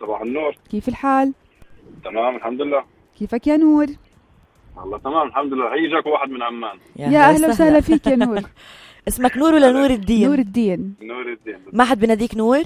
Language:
North Levantine Arabic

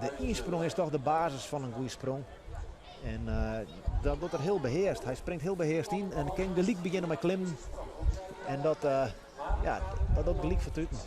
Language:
Western Frisian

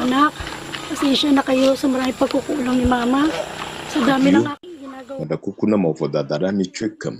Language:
Ewe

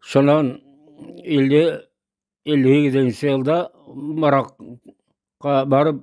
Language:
Bashkir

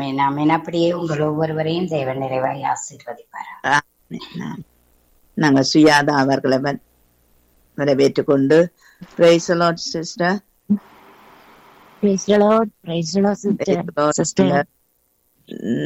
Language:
Tamil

